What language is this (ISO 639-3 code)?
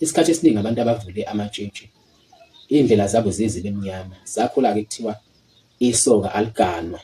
zul